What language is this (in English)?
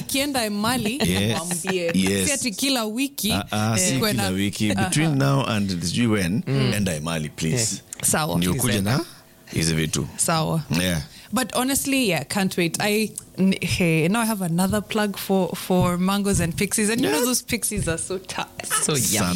Swahili